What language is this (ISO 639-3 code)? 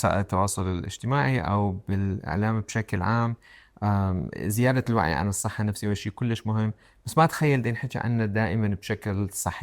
acm